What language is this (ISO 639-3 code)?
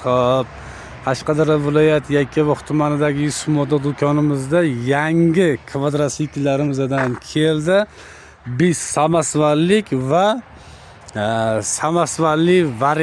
uzb